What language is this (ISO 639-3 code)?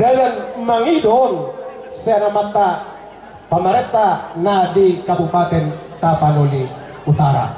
bbc